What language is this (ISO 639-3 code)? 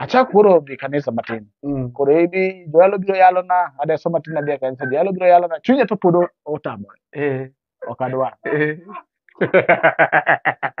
luo